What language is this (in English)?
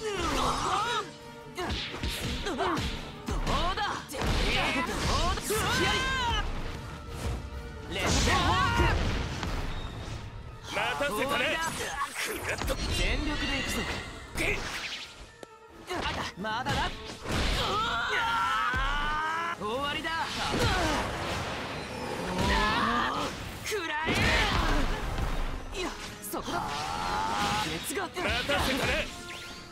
Japanese